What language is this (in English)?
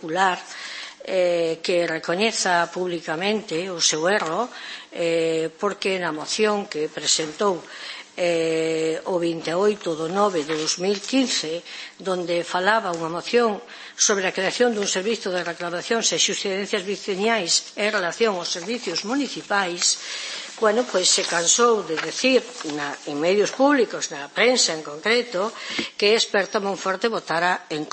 Galician